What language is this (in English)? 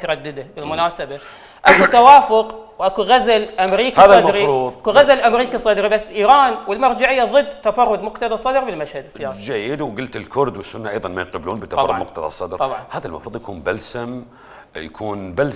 Mesopotamian Arabic